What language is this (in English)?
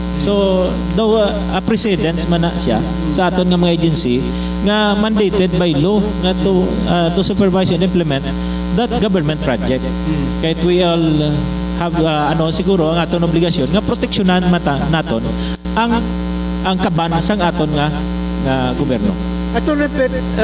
Hiligaynon